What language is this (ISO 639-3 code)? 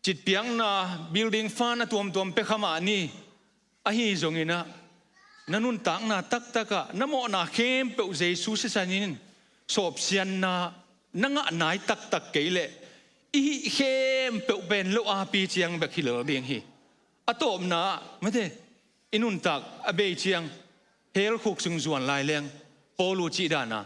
ctd